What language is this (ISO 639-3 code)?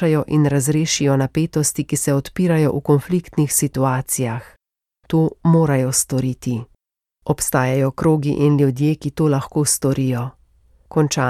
slv